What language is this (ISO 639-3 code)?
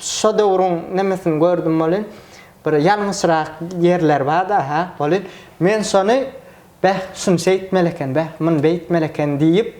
tuk